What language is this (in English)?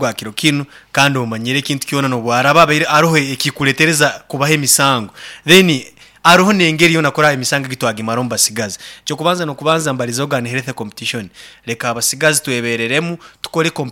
Nyankole